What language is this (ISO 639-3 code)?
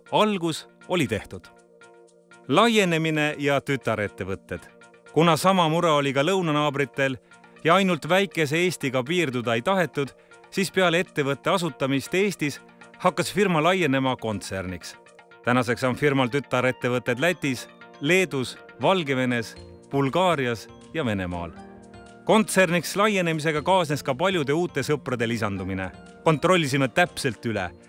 est